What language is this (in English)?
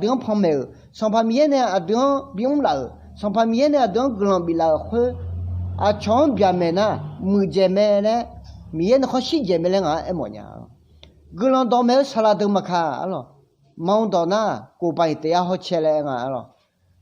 Akha